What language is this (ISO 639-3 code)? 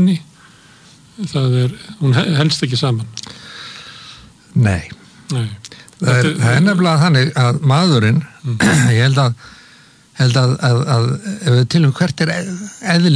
isl